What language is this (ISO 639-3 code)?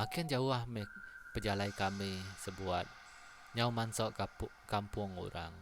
iba